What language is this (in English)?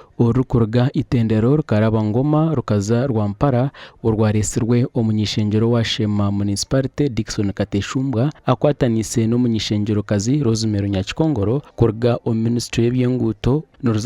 Nyankole